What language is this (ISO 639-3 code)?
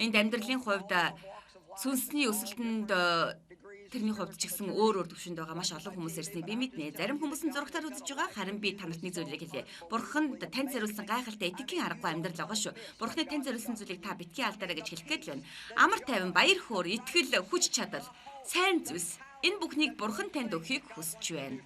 mon